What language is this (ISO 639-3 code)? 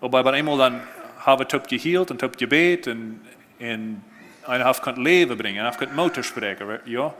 pdt